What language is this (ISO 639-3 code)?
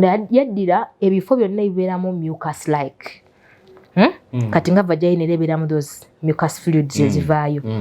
lug